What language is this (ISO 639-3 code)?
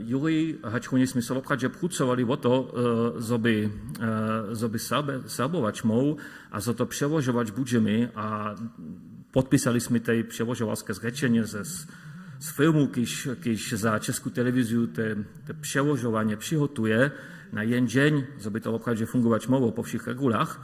hsb